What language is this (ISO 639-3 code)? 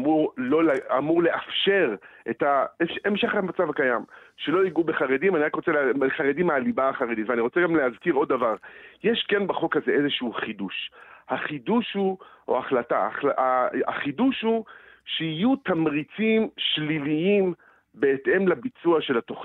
heb